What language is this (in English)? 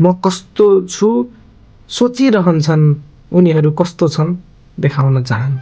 Nepali